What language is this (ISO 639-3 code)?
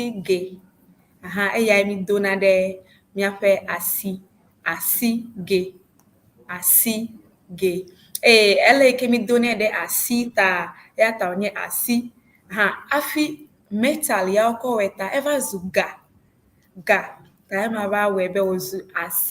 ewe